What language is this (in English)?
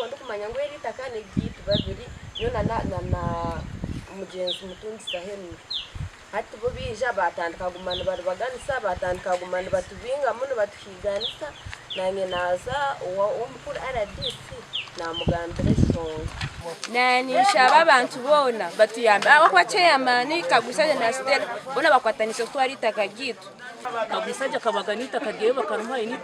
Nyankole